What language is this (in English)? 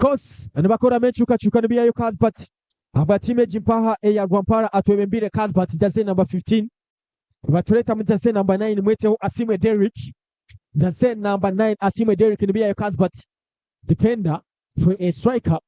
Nyankole